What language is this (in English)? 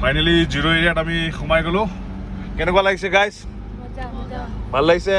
Assamese